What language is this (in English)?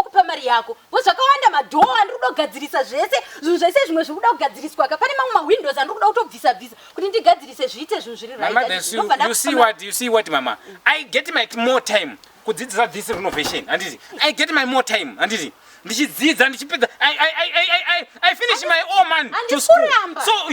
Shona